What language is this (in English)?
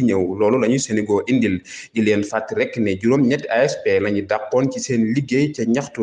Wolof